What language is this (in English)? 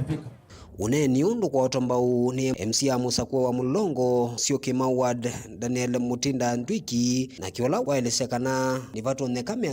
Kamba